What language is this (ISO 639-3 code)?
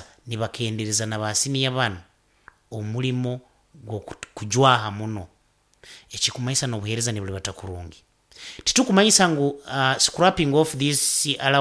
nyo